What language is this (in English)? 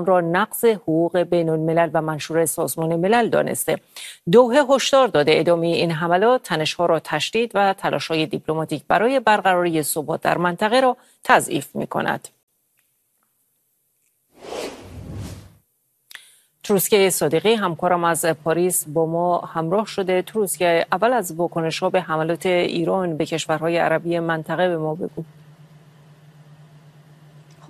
Persian